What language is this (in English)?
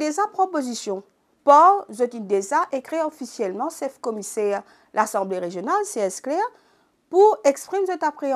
Morisyen